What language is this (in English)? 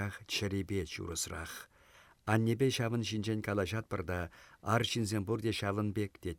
Chuvash